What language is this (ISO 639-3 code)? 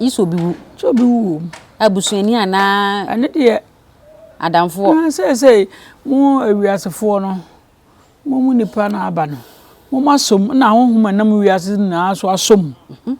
aka